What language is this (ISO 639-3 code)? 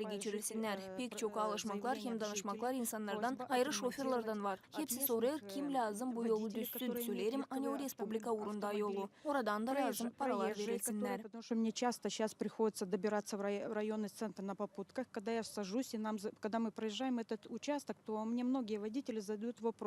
gag